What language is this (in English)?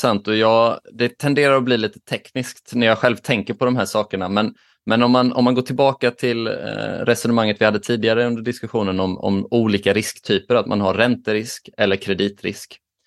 Swedish